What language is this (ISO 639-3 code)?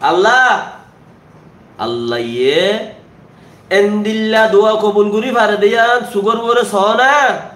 rhg